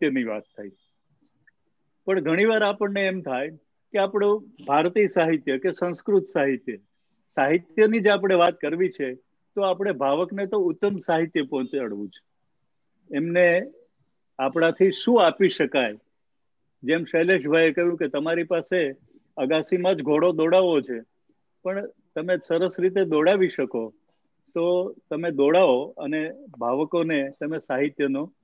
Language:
Gujarati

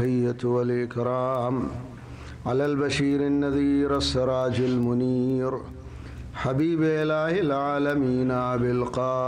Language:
Urdu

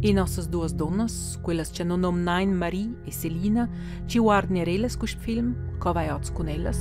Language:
Romansh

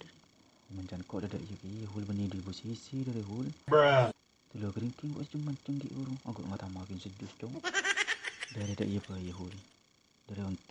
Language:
Madurese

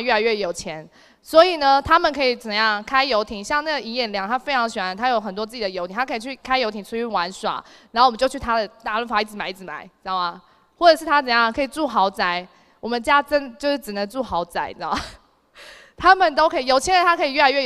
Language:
Chinese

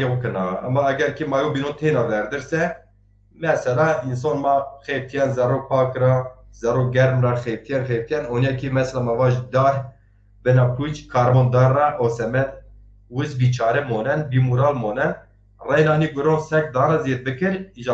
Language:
Zaza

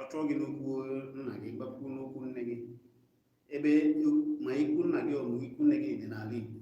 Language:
Igbo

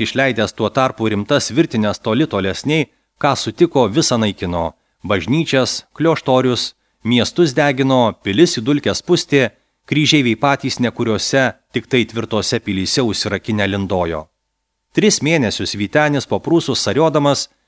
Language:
Lithuanian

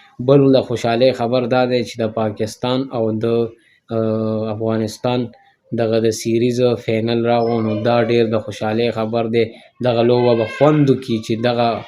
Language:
Pashto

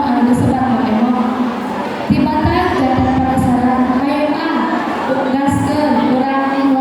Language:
Sundanese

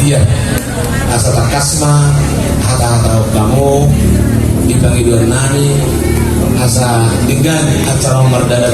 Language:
Batak Toba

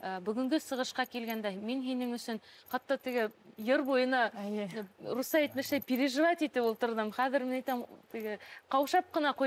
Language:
Bashkir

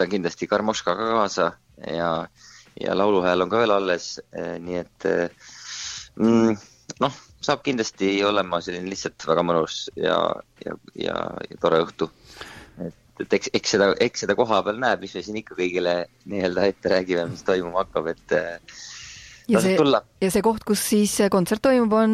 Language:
Estonian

